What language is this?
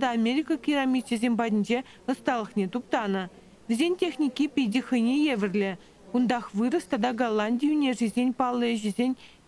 Chuvash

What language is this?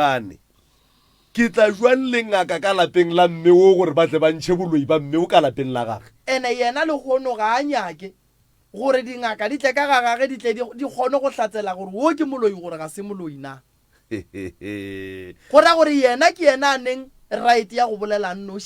Northern Sotho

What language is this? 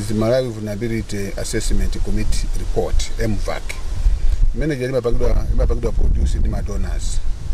Nyanja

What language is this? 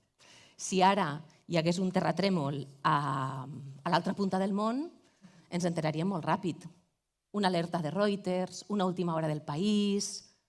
Catalan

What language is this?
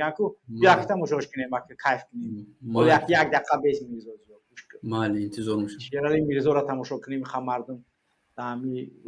Tajik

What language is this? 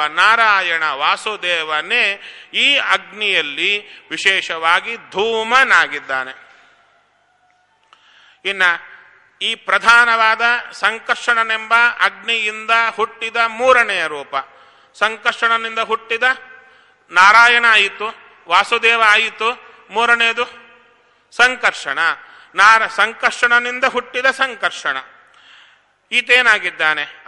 Kannada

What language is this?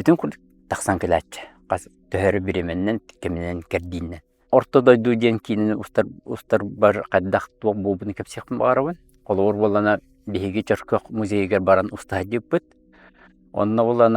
Yakut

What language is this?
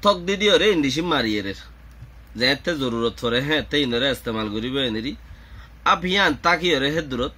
Rohingya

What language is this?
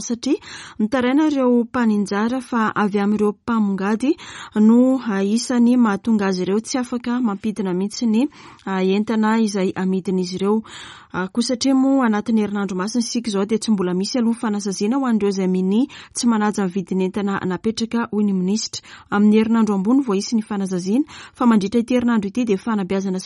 Malagasy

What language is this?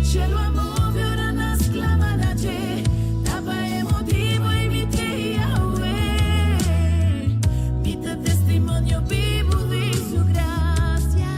Papiamento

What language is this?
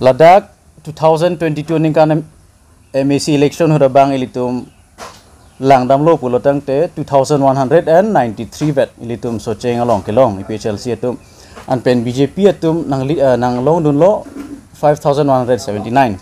Karbi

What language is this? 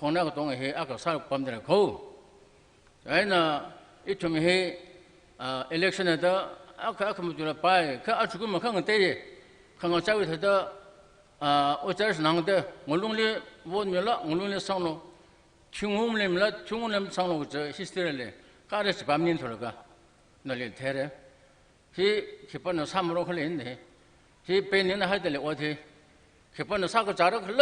Tangkhul Naga (India)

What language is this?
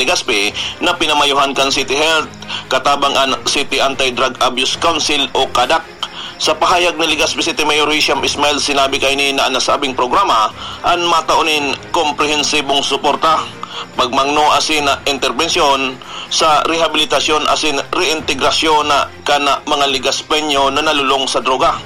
Bikol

